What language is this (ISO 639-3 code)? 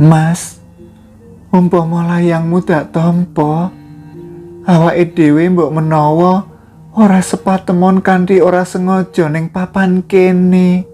jav